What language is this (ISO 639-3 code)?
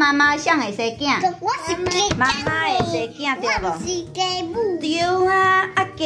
nan